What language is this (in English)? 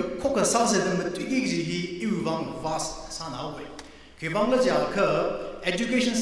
Tangkhul Naga (India)